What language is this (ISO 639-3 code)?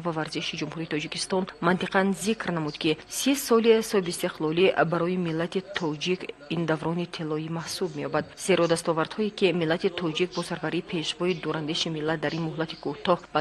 tgk